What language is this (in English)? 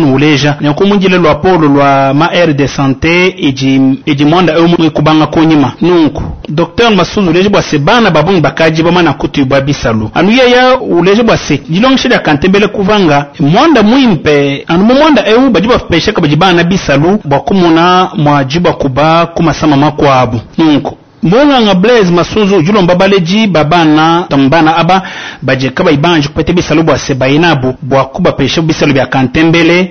Luba-Lulua